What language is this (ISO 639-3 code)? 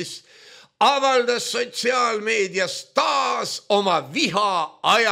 est